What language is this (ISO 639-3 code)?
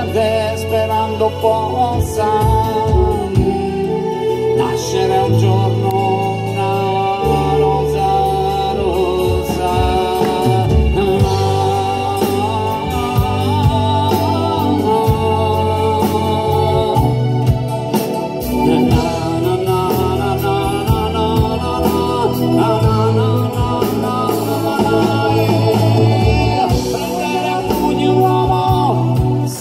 ita